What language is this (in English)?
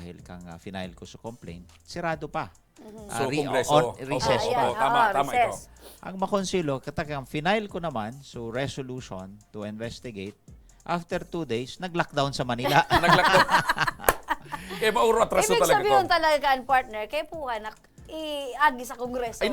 Bikol